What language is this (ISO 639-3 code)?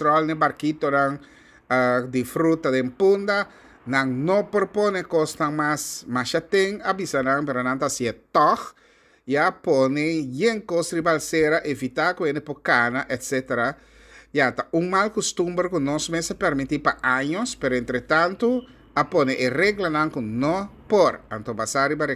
pap